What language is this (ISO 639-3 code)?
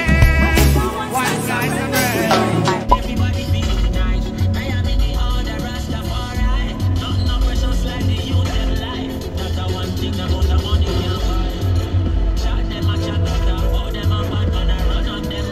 jam